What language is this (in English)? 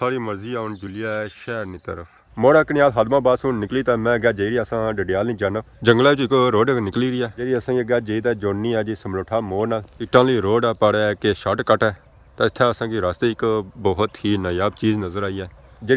Pahari-Potwari